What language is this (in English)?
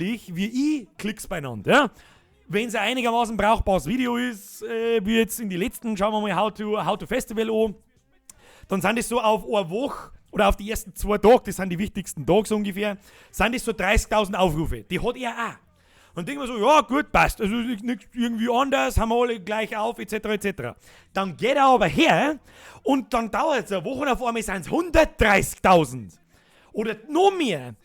Bavarian